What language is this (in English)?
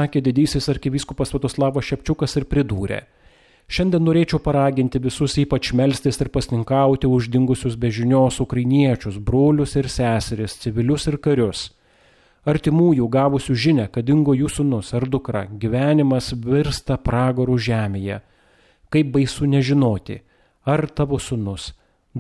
Lithuanian